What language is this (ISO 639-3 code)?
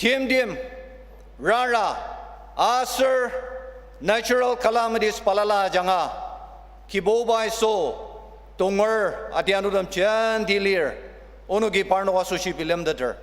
njo